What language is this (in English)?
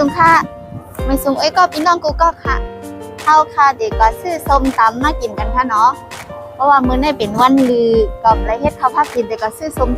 Shan